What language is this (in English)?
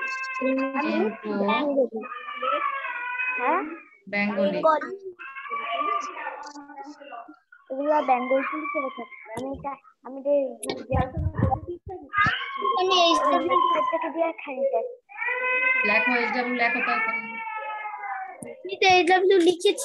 Bangla